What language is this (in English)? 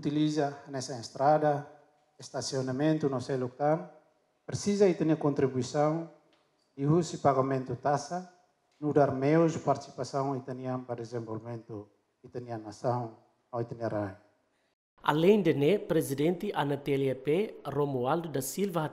Tetum